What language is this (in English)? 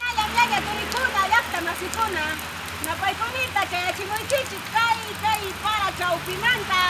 Ayacucho Quechua